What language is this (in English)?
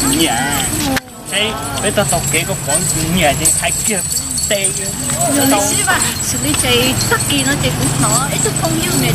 Hmong